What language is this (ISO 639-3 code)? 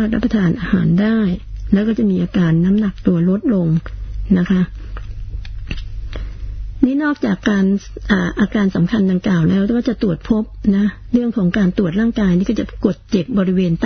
tha